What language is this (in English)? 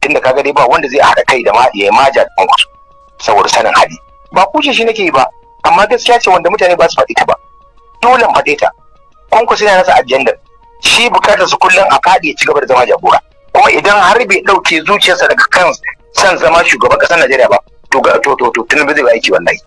Hausa